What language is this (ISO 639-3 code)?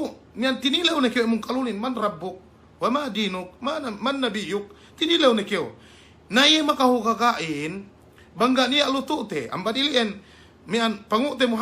yka